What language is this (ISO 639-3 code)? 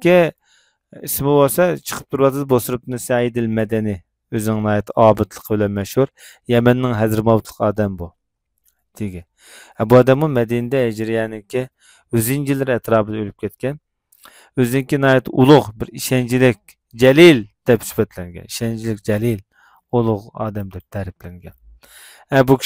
uig